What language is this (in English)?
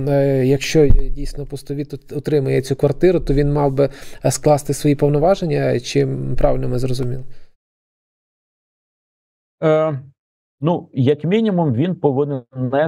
Ukrainian